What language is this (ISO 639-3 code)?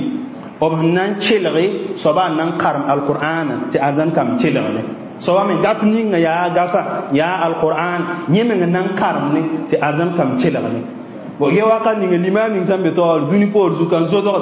mos